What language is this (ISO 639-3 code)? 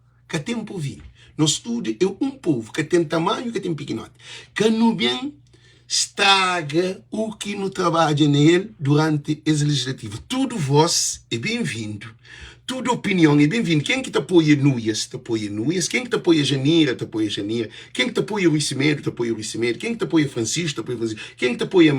kea